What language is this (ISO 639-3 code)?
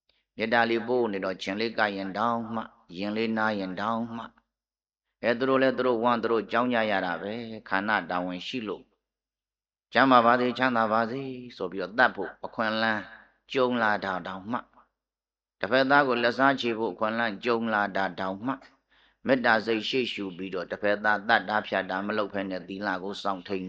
mya